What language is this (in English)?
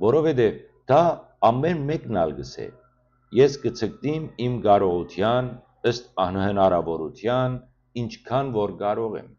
Western Armenian